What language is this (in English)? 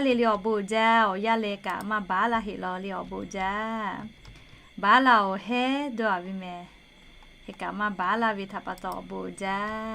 Lahu